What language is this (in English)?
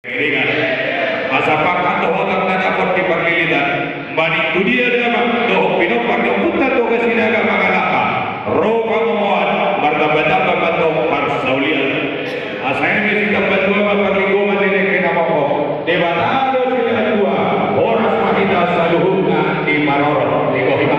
Batak Toba